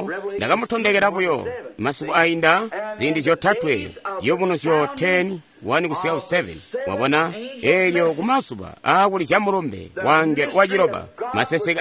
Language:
Tonga (Zambia)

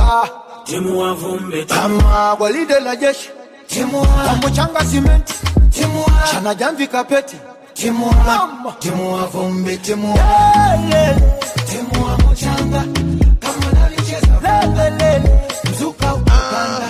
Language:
Swahili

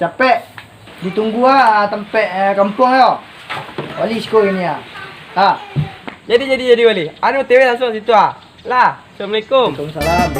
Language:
Minangkabau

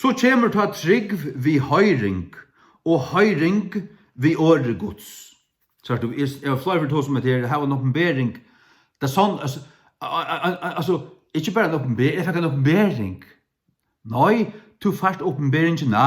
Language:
Faroese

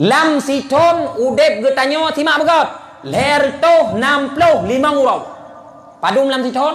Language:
Achinese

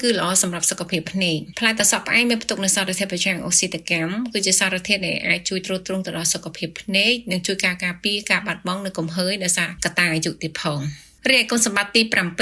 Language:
Khmer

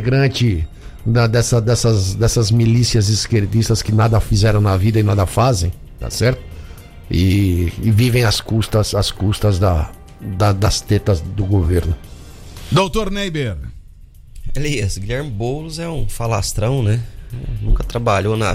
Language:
Portuguese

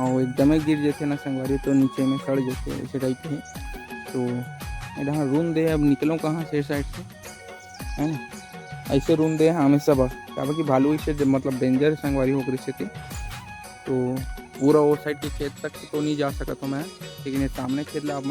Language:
Chhattisgarhi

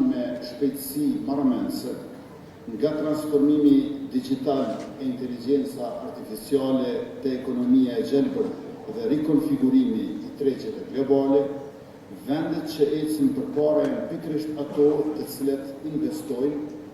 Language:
Albanian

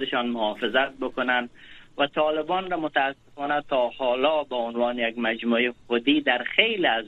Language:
Persian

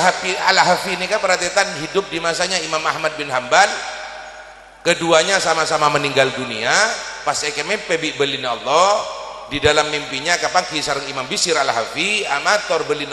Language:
Indonesian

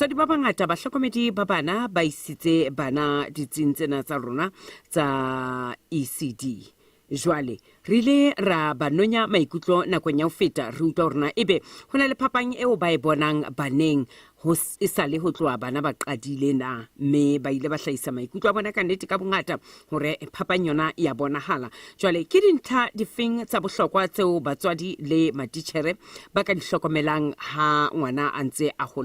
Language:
Southern Sotho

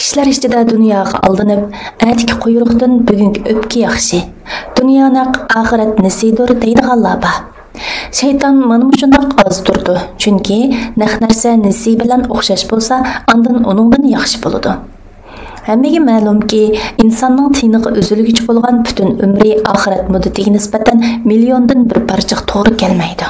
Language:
Uyghur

